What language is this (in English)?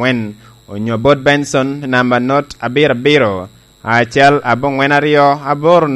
Lango (Uganda)